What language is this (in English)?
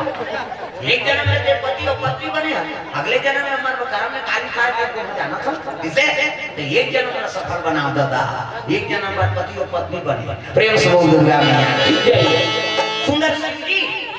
Chhattisgarhi